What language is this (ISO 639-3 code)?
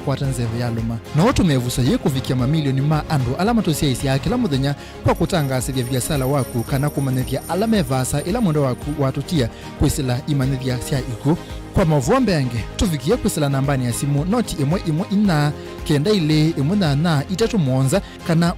kam